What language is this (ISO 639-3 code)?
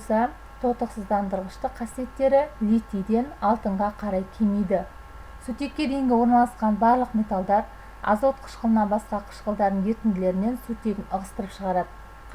kaz